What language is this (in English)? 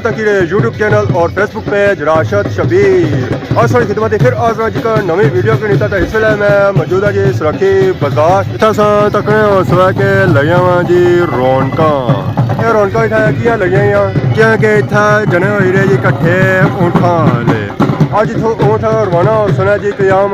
Pahari-Potwari